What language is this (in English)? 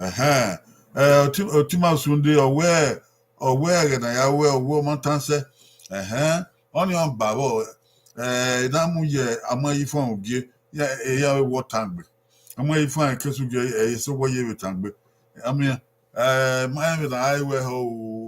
Bini